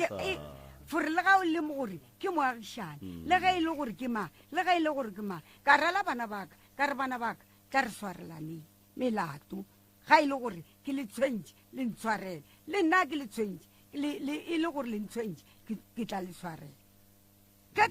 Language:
Northern Sotho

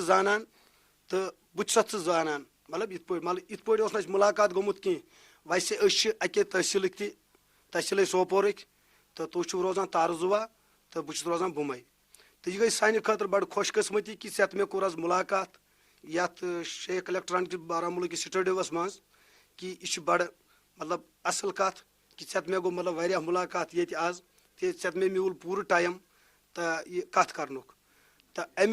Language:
Kashmiri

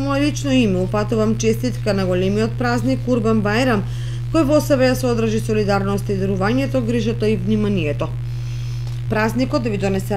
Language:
Macedonian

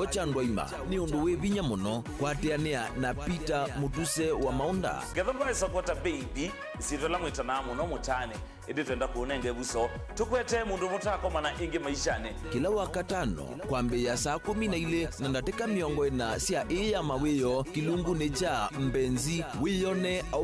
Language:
Kamba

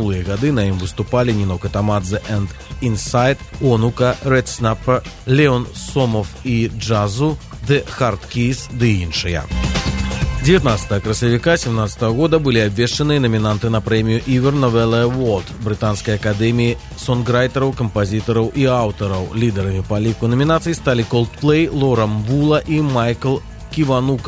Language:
Belarusian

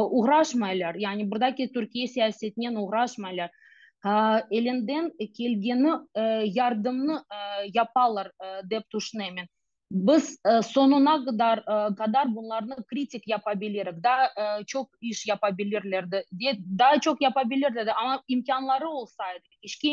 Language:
Crimean Tatar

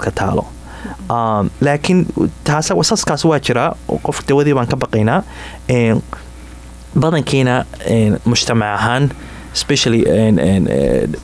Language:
Somali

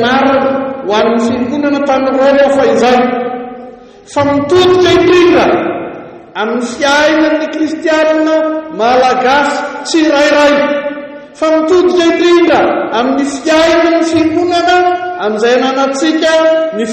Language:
Malagasy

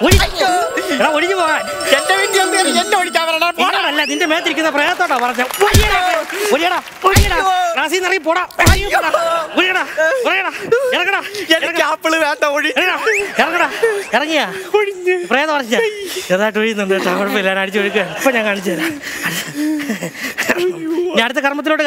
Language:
Malayalam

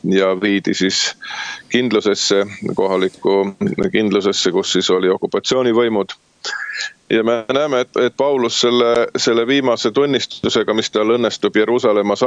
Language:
Estonian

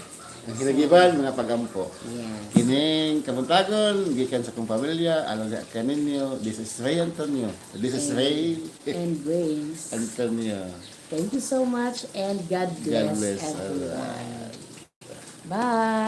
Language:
Cebuano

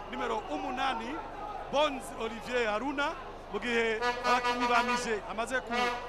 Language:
Kinyarwanda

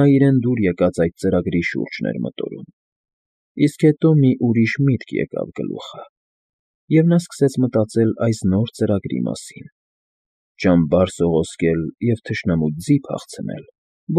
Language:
Armenian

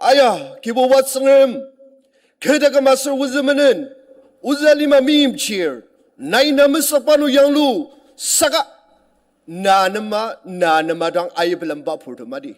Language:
Ao Naga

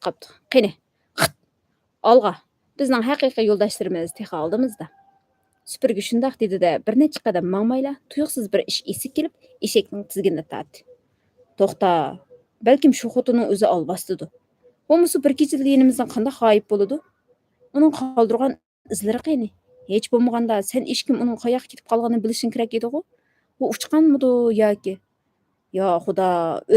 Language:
Uyghur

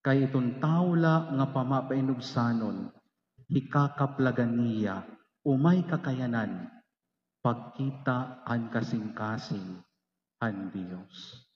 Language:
Waray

